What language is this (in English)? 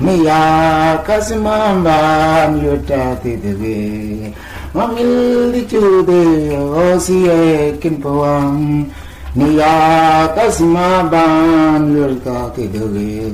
Mabaan